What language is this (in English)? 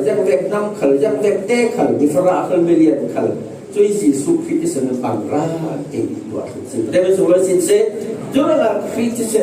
Falam Chin